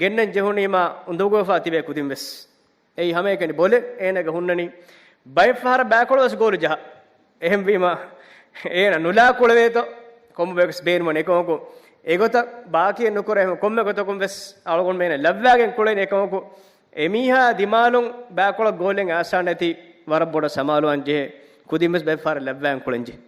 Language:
Divehi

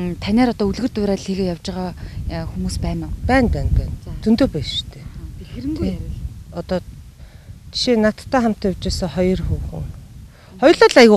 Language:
Mongolian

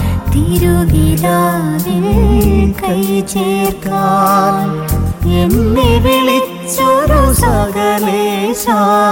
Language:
Malayalam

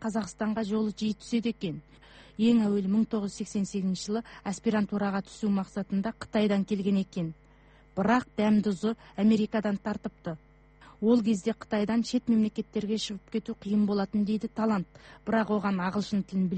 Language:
Kazakh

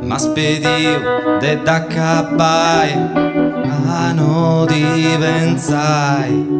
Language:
Sardinian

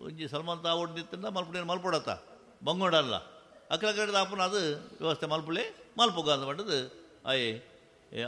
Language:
Tulu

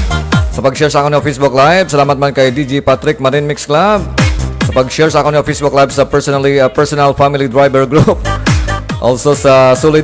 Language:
Hiligaynon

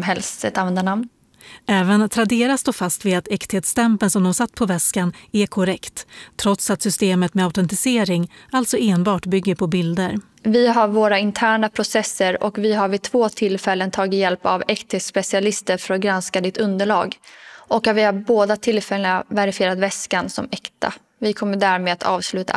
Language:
Swedish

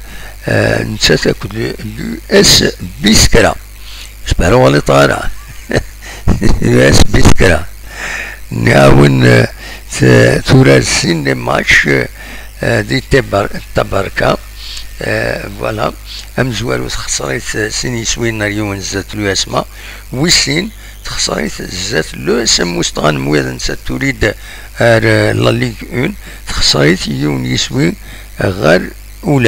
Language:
Kabyle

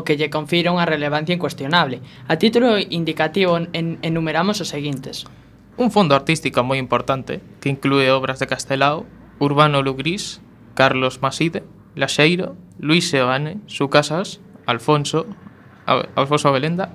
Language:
Galician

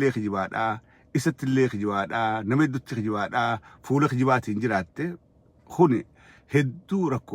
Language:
Oromo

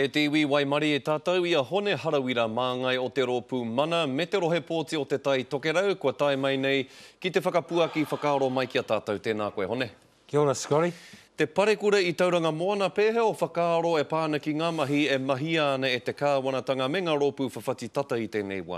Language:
Māori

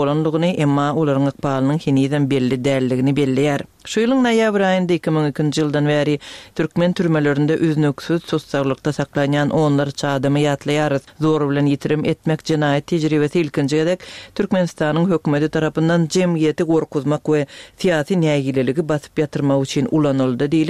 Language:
Turkmen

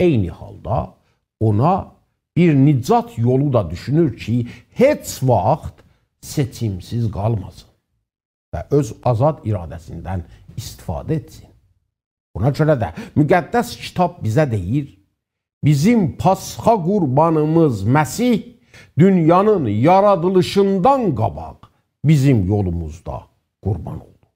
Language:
South Azerbaijani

